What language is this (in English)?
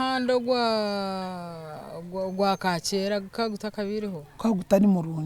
Nyankole